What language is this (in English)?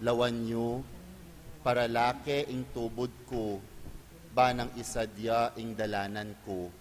Pampanga